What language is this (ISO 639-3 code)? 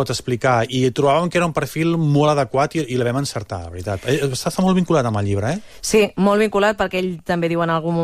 cat